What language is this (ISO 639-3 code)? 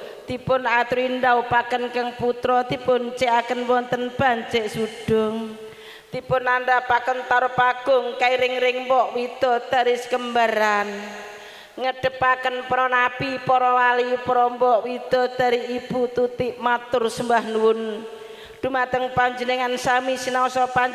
jav